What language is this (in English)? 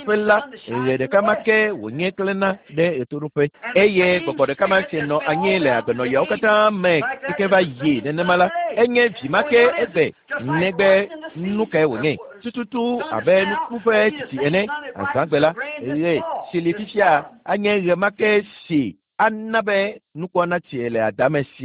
Ewe